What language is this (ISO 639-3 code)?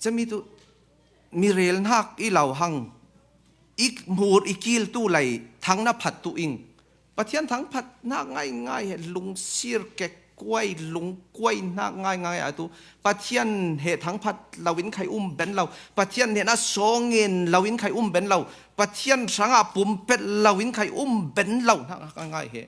cfm